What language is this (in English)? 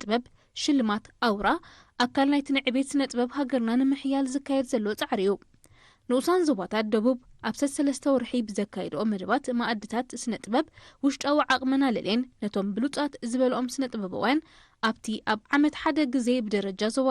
Tigrinya